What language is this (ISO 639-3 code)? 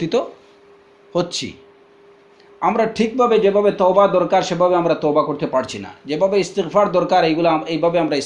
ben